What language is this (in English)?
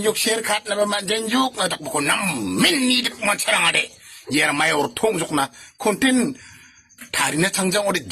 Garo